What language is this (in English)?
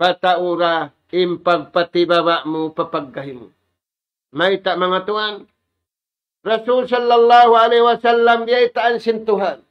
Tausug